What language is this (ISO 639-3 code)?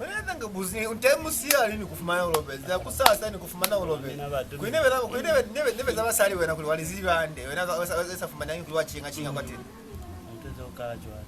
loz